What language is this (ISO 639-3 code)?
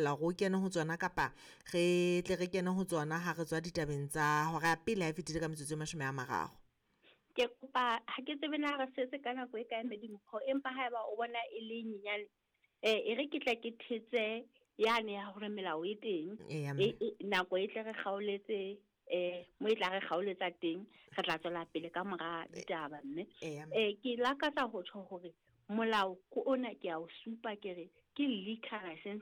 sot